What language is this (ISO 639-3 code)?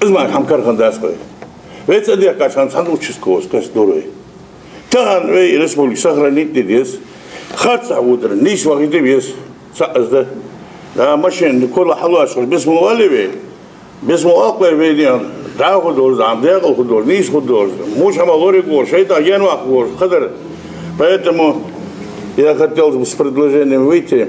inh